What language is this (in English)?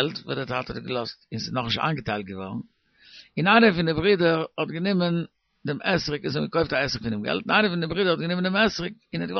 Yiddish